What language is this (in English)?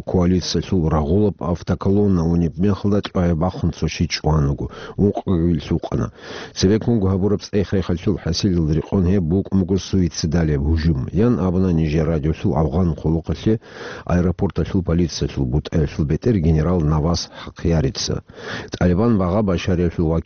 Avaric